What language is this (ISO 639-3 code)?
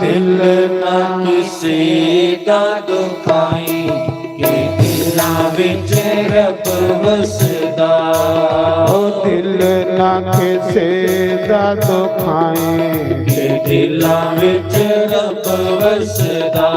doi